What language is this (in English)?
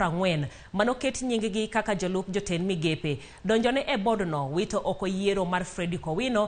Luo (Kenya and Tanzania)